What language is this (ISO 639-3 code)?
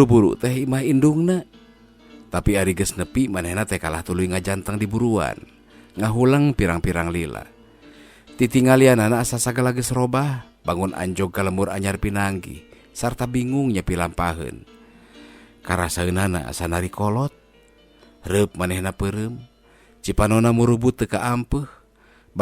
sun